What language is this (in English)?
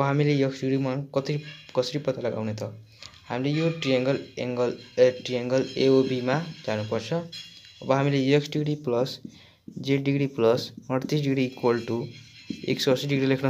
Nepali